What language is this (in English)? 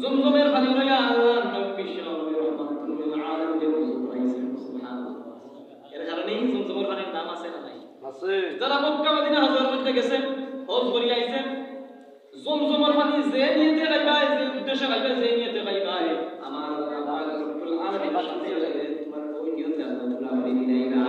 Sylheti